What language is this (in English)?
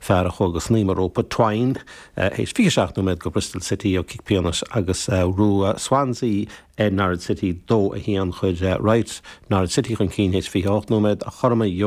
Irish